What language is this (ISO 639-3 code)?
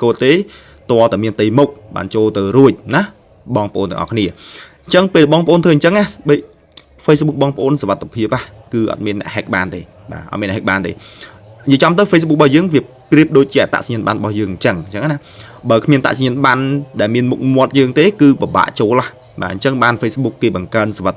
khm